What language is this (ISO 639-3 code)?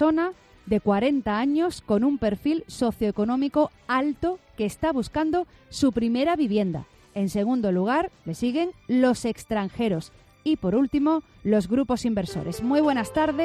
spa